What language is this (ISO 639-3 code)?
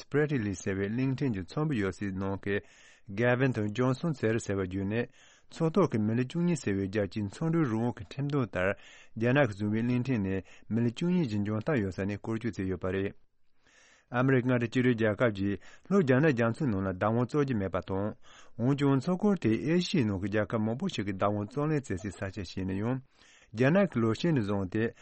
bod